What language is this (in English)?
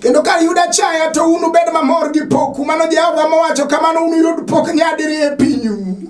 Luo (Kenya and Tanzania)